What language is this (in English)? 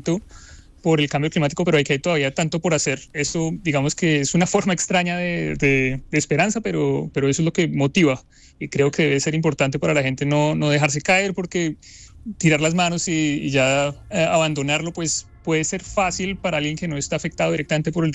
Spanish